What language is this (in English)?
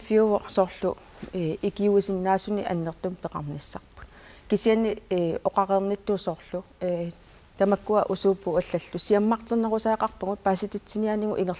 Kalaallisut